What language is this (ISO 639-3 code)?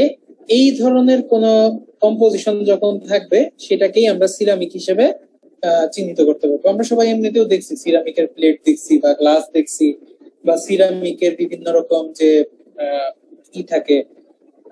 ben